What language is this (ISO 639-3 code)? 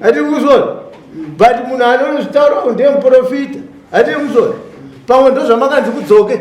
sna